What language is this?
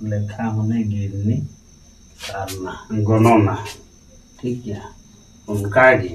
Santali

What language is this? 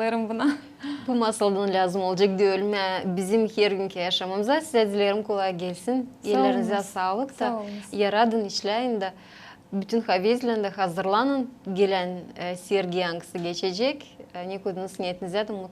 Gagauz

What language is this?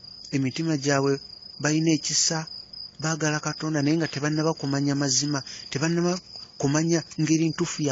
Ganda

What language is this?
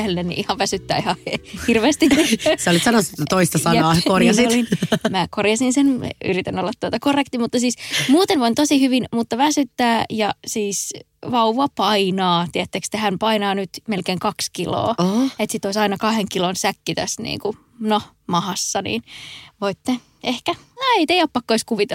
Finnish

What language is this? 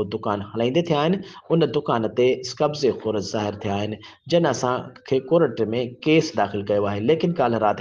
Sindhi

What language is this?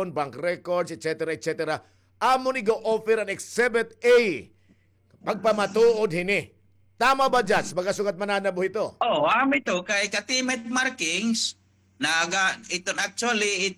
Waray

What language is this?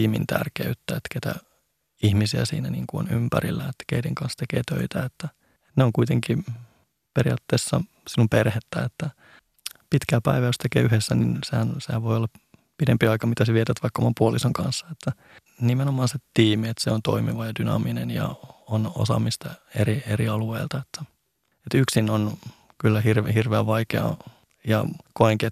Finnish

